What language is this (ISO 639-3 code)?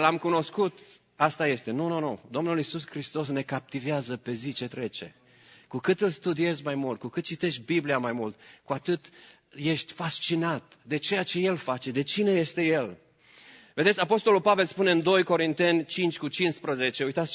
ron